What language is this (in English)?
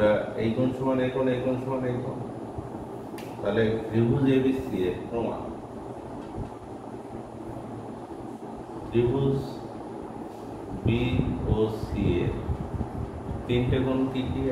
Bangla